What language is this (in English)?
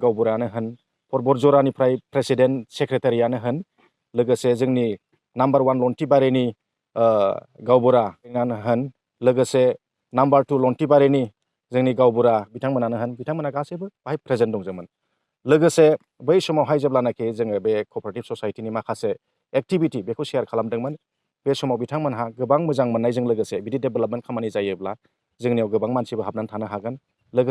Bodo